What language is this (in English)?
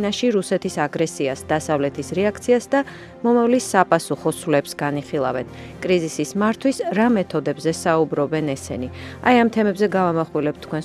Georgian